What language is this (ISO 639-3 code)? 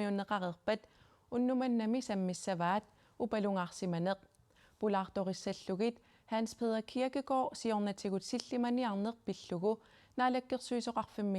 kal